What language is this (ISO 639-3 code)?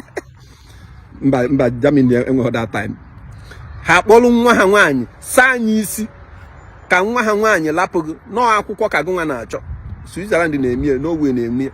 ibo